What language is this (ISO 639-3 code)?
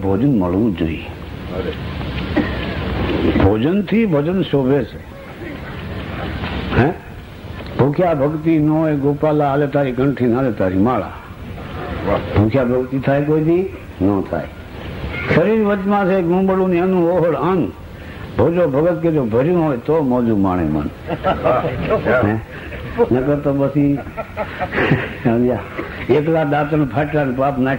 guj